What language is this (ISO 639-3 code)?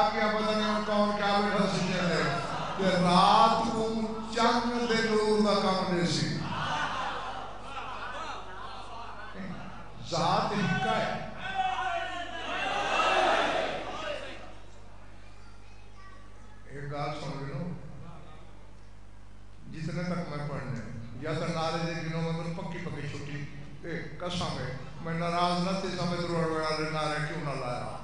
skr